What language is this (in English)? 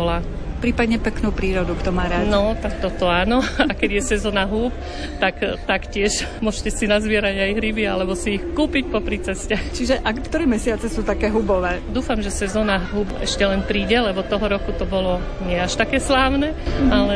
Slovak